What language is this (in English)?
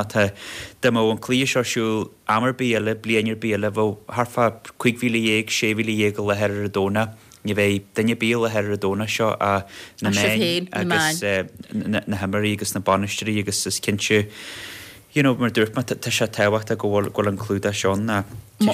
Irish